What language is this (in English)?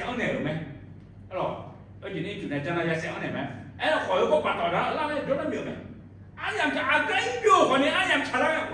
Akha